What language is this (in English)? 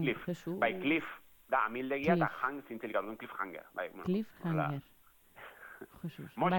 Basque